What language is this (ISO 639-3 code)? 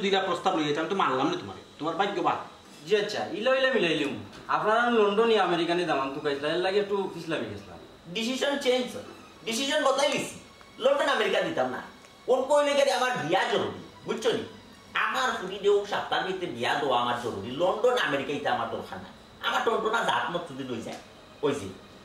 syl